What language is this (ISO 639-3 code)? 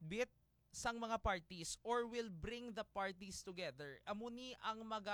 hil